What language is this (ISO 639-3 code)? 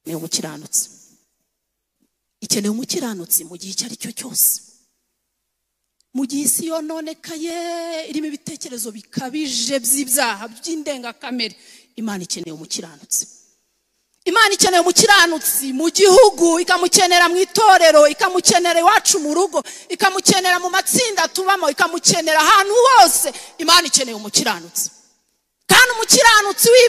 kin